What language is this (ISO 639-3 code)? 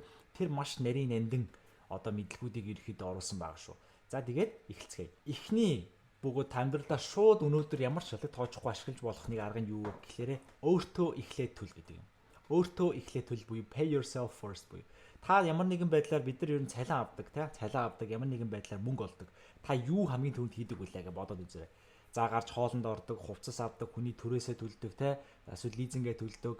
mon